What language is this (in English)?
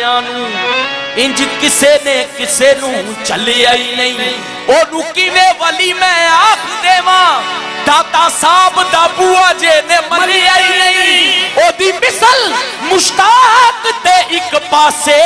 Punjabi